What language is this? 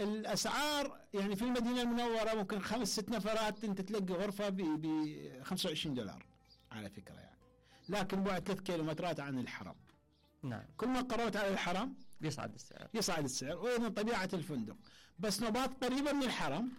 Mesopotamian Arabic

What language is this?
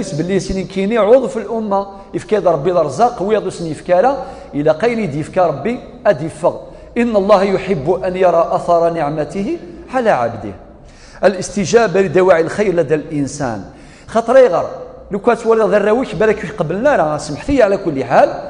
Kabyle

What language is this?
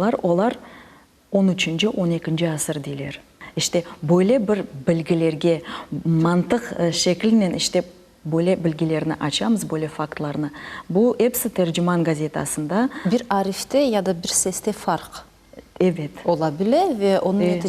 Crimean Tatar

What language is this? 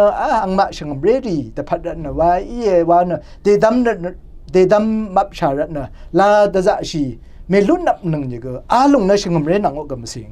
Rawang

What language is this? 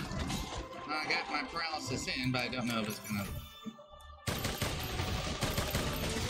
English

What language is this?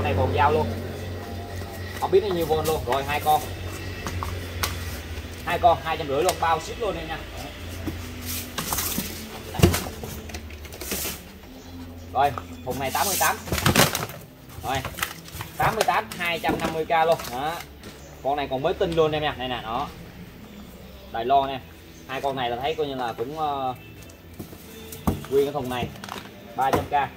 Vietnamese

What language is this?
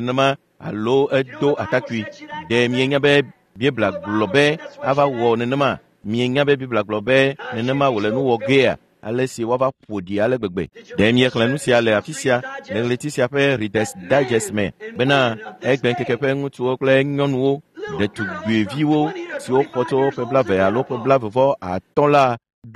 Ewe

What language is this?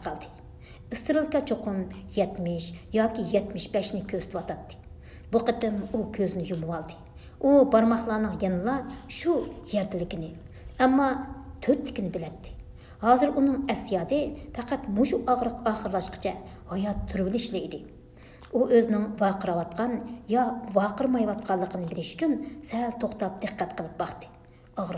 Uyghur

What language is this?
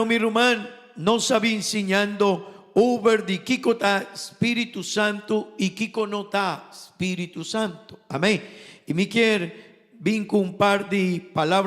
Papiamento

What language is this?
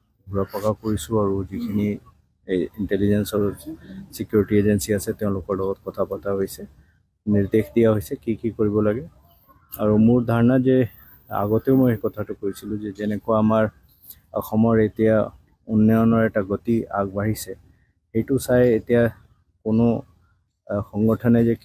Assamese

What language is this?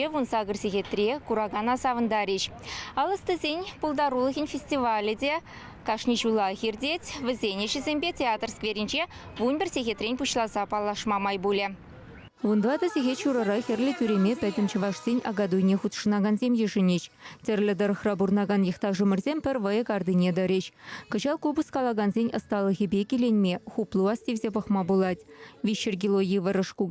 Chuvash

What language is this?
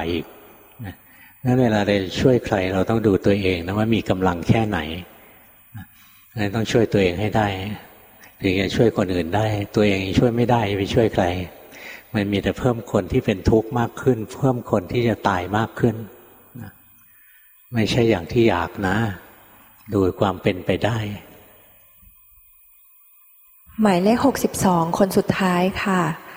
Thai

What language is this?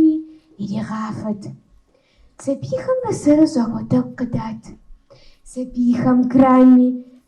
Kabardian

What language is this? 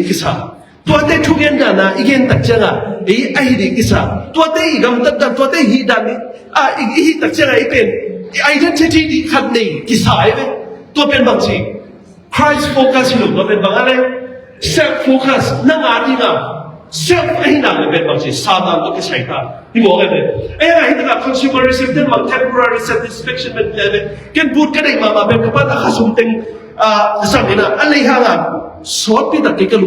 Tedim Chin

